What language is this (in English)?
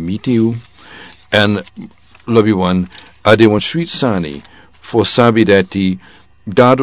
Sranan Tongo